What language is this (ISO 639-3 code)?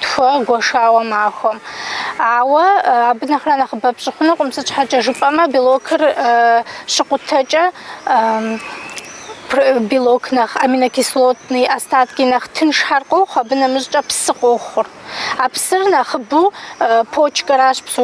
kbd